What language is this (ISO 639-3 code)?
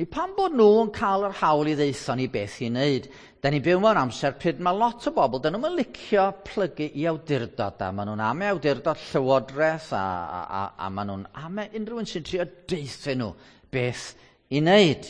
cym